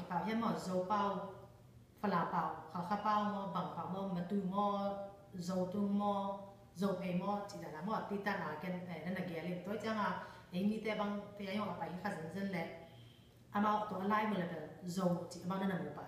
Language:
Tedim Chin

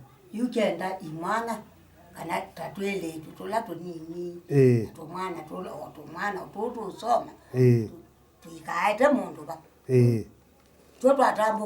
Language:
Kamba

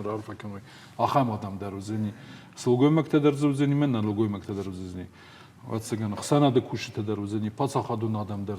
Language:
Ossetic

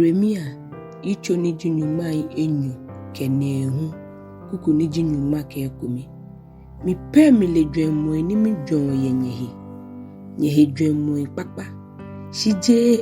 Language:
Ga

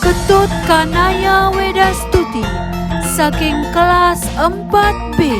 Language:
Balinese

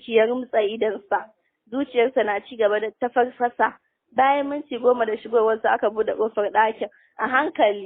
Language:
Hausa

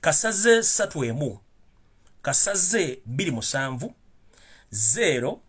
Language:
Ganda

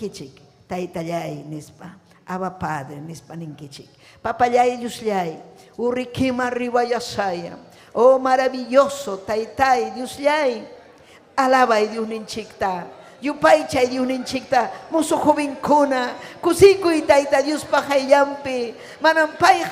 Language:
Ayacucho Quechua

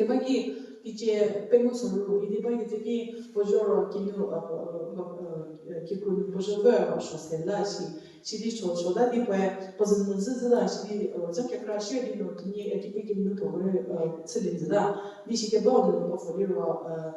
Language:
Angami Naga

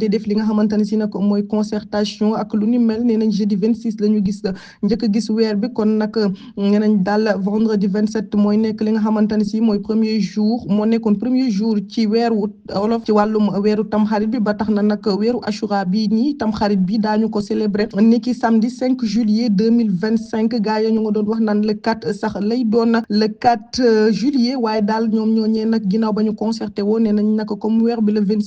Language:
Wolof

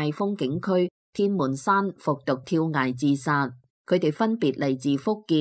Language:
Cantonese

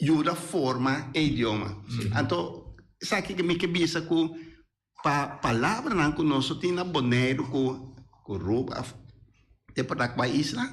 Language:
Papiamento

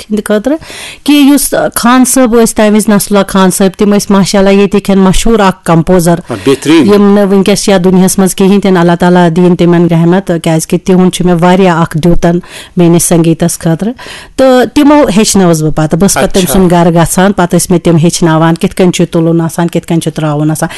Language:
Kashmiri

